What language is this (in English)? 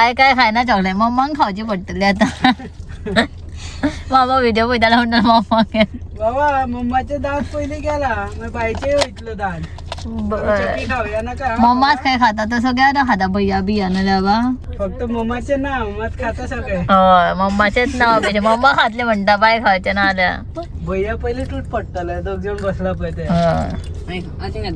Konkani